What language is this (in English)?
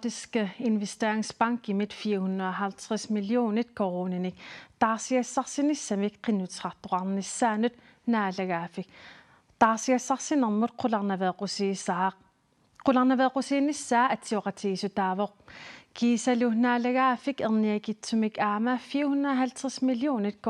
Kalaallisut